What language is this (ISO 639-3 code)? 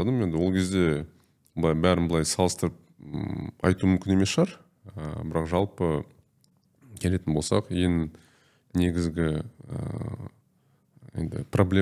kaz